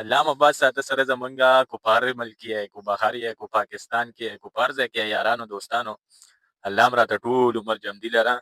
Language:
Pashto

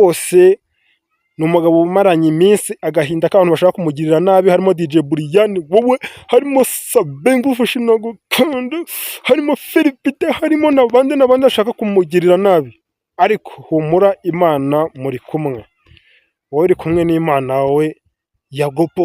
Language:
Kinyarwanda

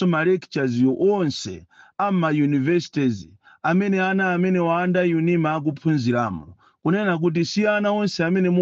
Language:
Nyanja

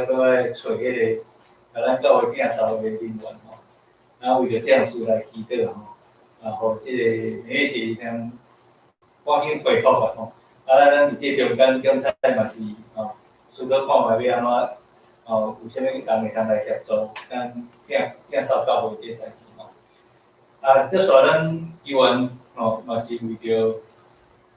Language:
Min Nan Chinese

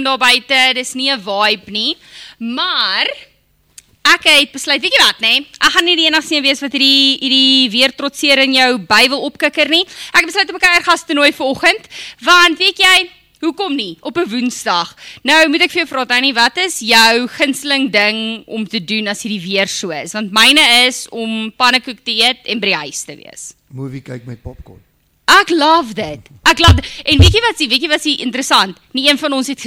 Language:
Afrikaans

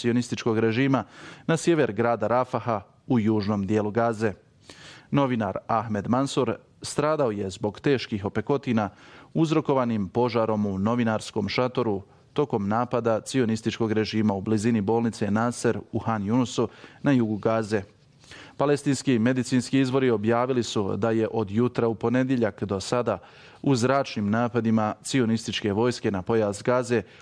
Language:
Bosnian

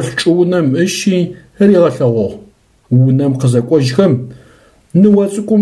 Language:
Adyghe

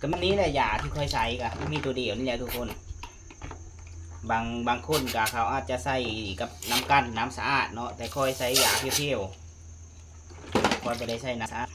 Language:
Lao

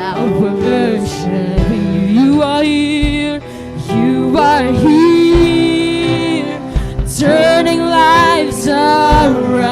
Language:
Waray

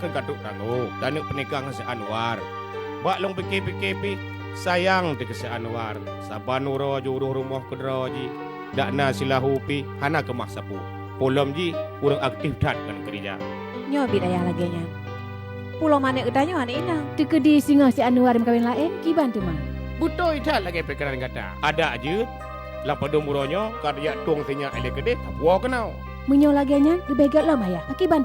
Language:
Achinese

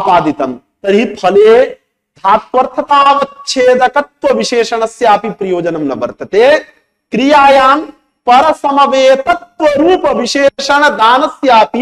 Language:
Sanskrit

